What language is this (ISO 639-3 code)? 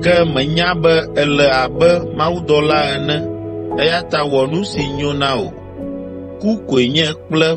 ewe